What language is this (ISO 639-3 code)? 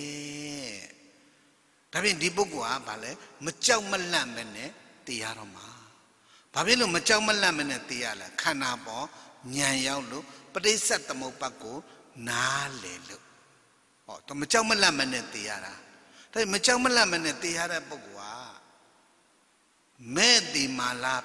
mya